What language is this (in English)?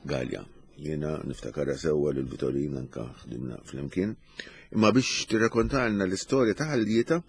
Maltese